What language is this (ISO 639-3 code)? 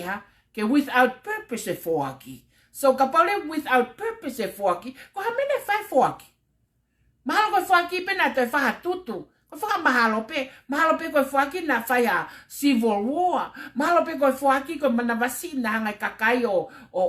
ton